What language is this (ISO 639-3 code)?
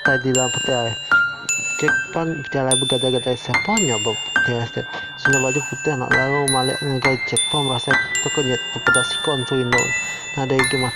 iba